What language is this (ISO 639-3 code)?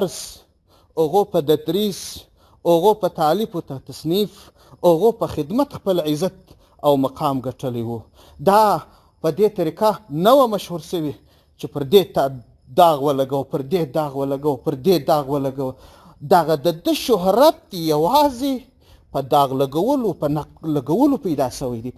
pus